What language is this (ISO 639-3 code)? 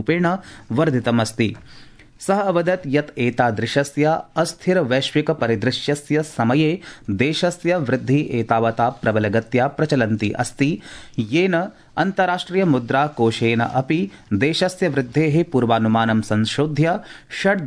san